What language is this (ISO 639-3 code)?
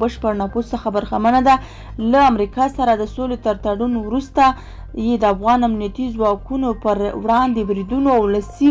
pus